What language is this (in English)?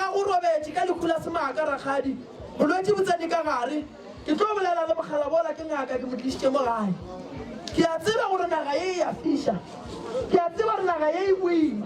Northern Sotho